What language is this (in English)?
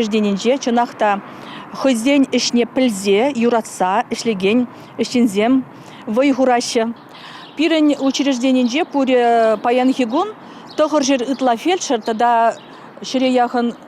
Chuvash